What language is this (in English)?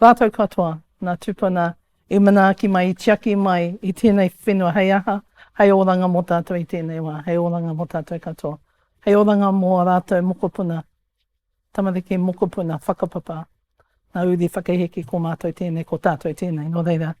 Māori